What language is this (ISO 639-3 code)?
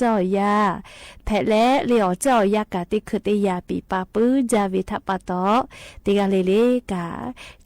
lhu